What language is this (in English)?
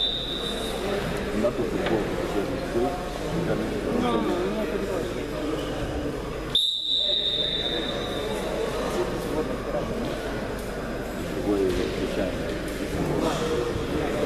Romanian